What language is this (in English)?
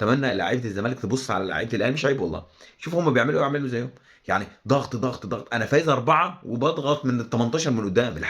Egyptian Arabic